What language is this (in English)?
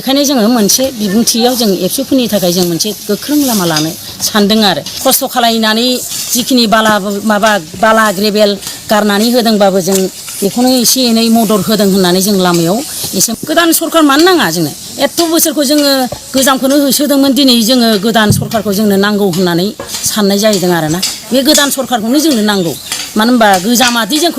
Bodo